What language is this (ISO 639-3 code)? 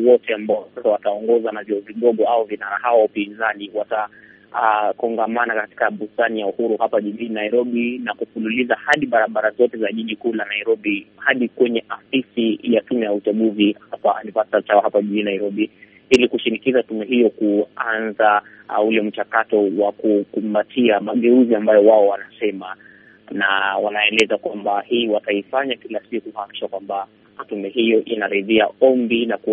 swa